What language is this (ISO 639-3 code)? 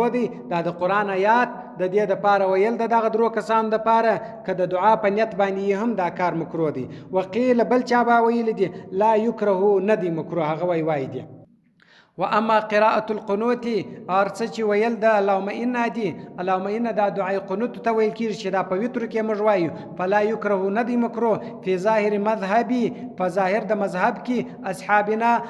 pus